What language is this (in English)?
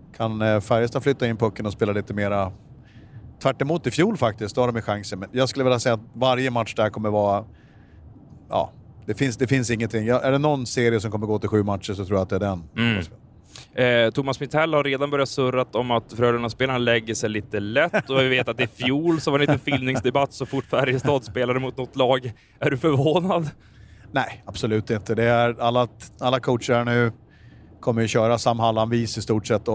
Swedish